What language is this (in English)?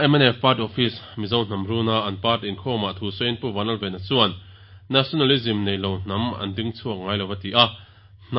Mizo